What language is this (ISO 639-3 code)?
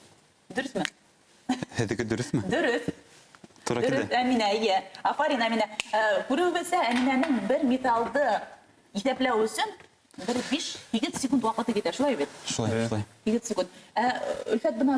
bak